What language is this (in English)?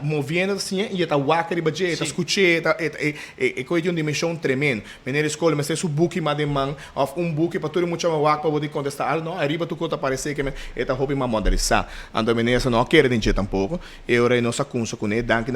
Papiamento